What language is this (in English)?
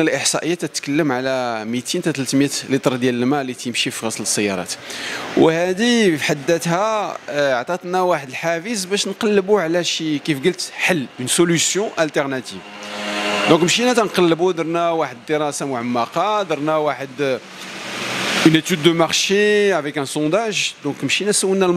Moroccan Arabic